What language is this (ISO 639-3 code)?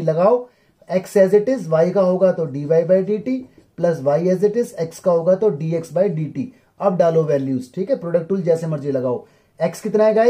hin